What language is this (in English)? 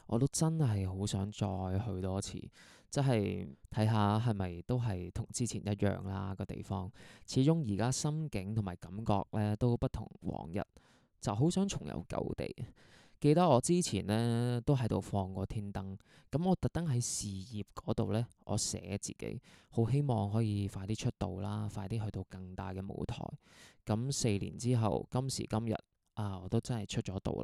Cantonese